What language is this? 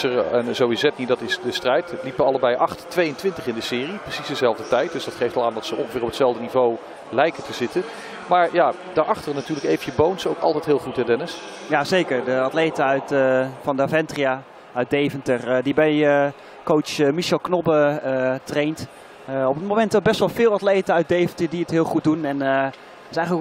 Dutch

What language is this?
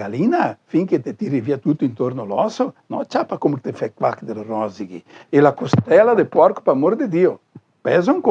Venetian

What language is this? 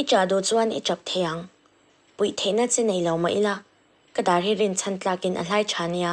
Mizo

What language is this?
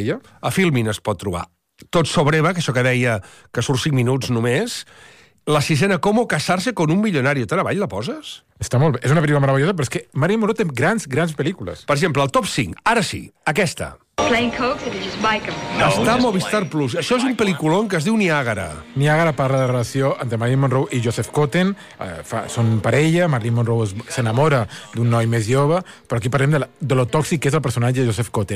Catalan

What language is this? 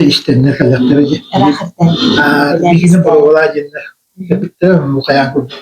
Yakut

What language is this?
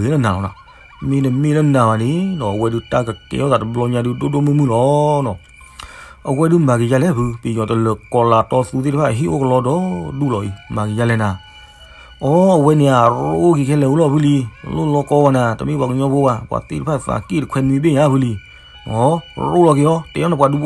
S'gaw Karen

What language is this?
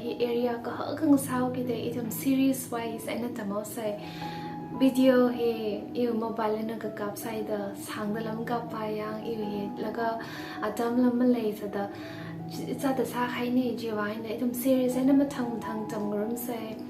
Tangkhul Naga (India)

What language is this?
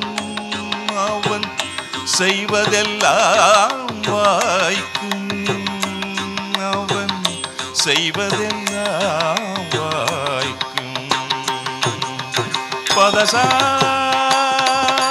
Tamil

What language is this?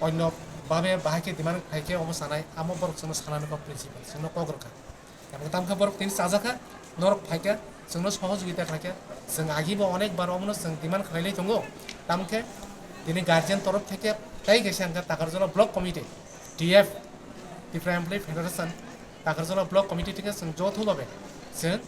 Kok Borok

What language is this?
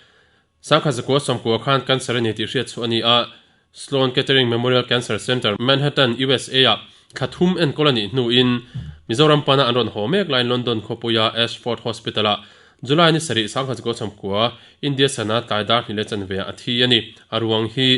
Mizo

